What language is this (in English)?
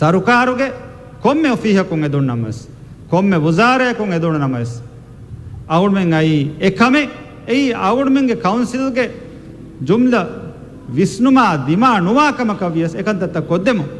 Divehi